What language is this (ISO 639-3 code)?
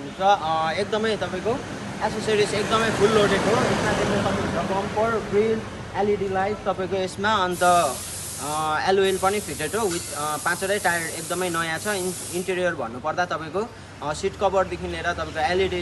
nep